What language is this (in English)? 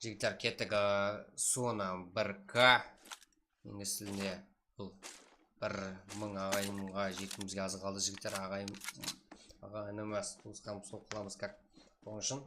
Kara-Kalpak